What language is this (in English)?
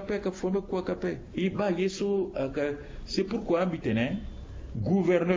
Sango